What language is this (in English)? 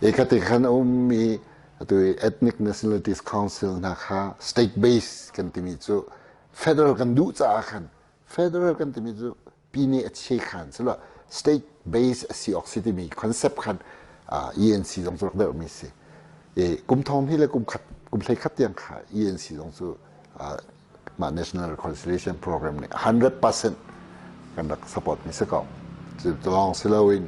Hakha Chin